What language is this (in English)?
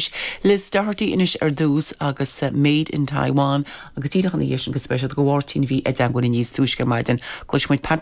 Irish